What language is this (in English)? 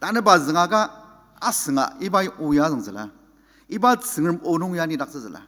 Ao Naga